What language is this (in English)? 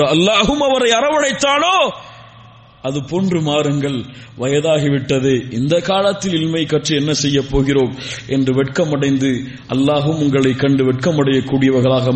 Tamil